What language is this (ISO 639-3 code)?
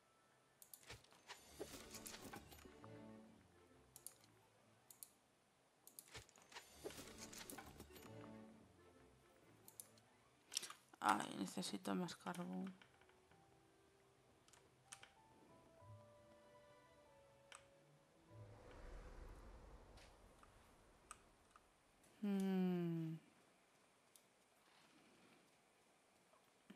spa